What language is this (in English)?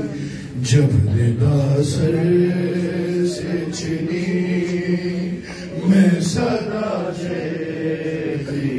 Urdu